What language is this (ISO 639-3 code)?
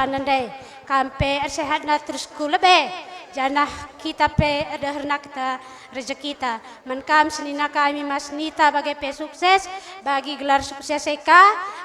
btx